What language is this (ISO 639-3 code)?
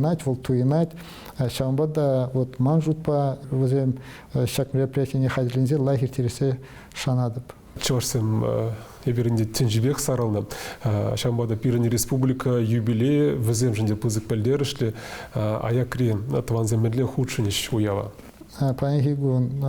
chv